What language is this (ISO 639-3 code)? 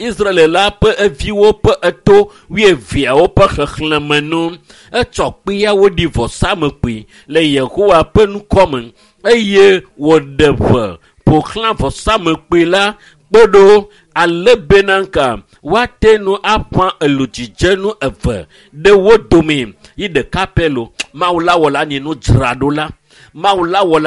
ewe